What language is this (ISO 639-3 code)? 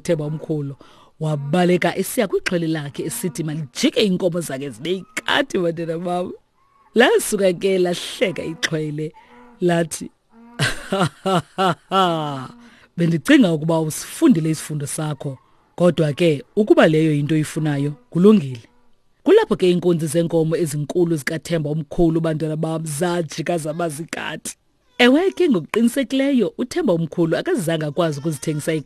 xho